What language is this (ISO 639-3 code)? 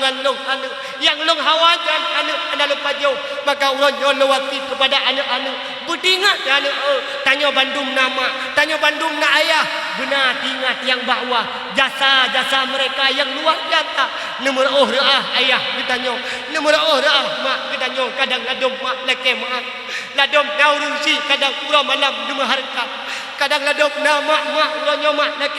ace